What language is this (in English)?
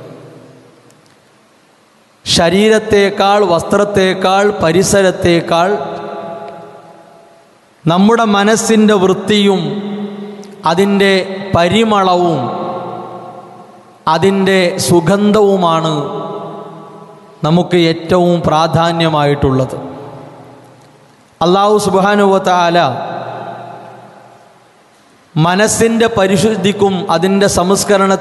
Malayalam